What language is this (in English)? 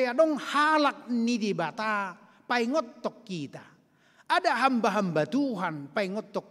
Batak Toba